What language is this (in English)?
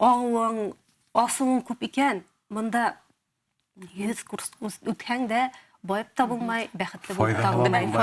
Bashkir